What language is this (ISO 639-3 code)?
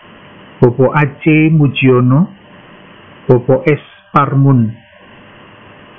ind